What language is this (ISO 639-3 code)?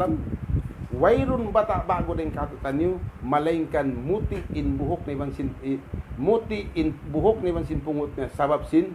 tsg